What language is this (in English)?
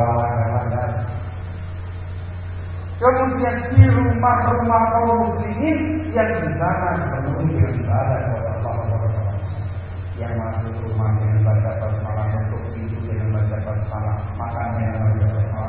Indonesian